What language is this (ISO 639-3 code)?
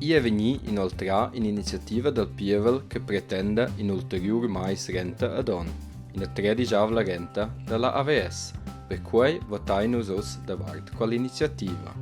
roh